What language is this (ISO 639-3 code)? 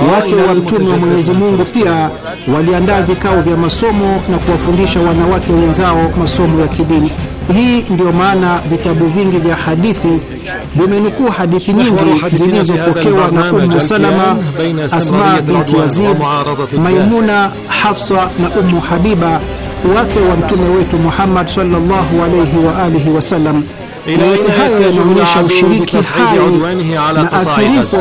swa